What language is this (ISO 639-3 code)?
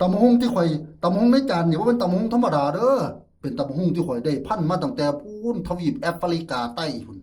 tts